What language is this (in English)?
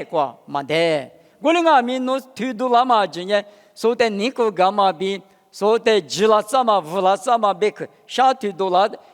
Lisu